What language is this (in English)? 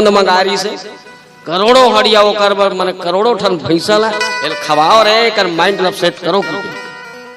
Chhattisgarhi